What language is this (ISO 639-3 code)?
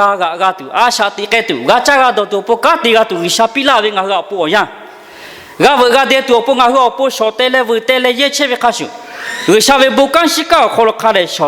lhu